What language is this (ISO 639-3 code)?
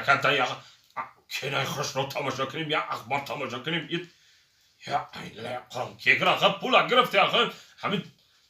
tgk